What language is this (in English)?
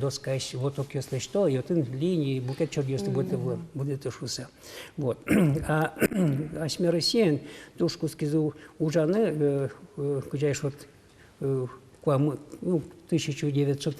Udmurt